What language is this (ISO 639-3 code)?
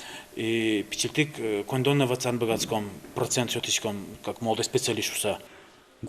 udm